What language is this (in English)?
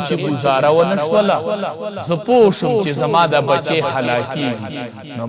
Pashto